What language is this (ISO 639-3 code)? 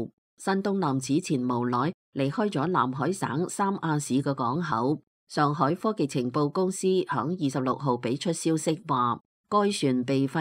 yue